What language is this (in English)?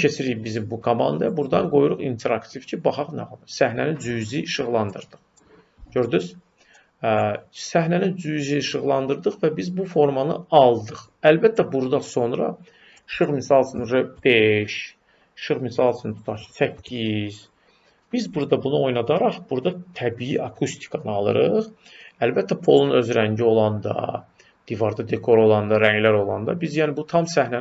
Azerbaijani